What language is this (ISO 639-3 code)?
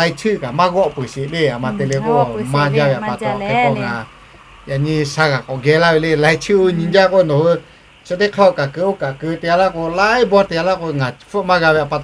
lhu